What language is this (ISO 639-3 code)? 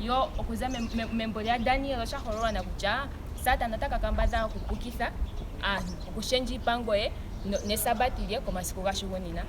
ndo